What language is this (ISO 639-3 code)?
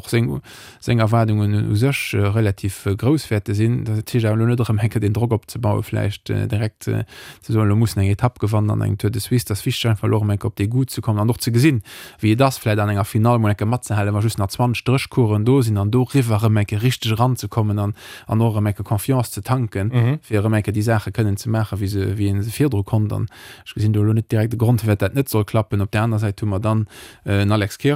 ltz